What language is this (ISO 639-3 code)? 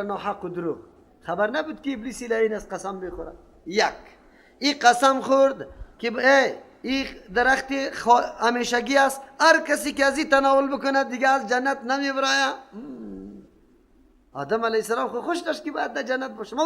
fas